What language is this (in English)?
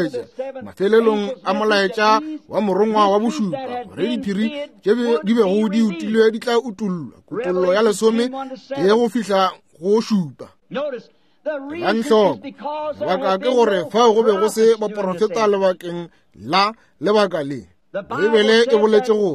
Northern Sotho